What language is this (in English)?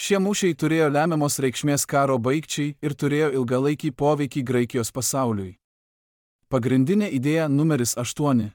Lithuanian